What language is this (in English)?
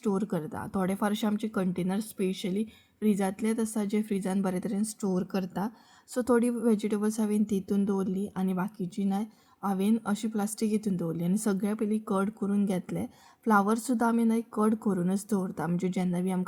Konkani